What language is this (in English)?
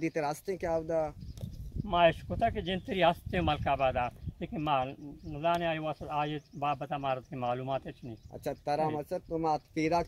Eastern Balochi